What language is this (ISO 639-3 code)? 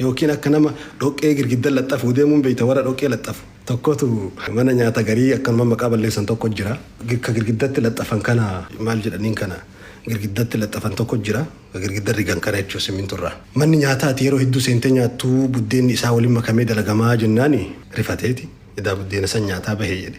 orm